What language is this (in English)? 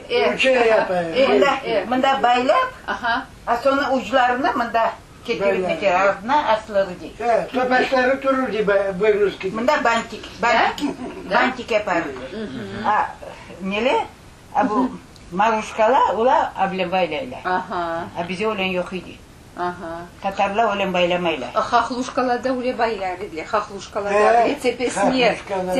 Crimean Tatar